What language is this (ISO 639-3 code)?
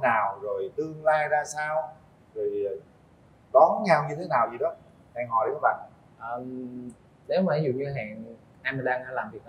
vie